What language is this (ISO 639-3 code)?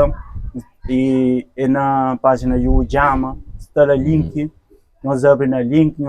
kea